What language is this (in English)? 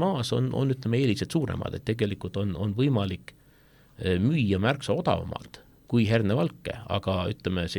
Estonian